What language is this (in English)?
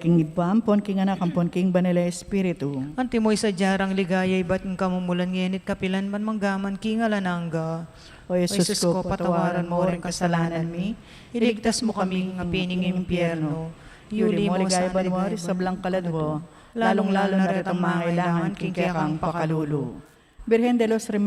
Pampanga